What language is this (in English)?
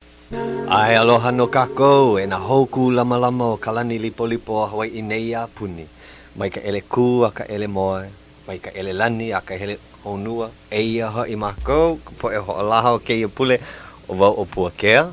Hawaiian